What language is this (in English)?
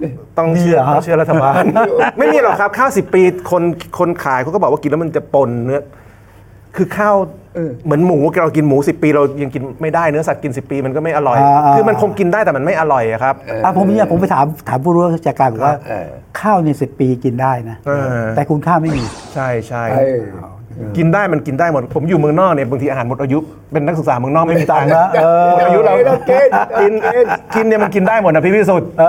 Thai